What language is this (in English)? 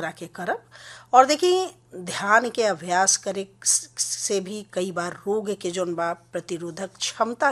Bhojpuri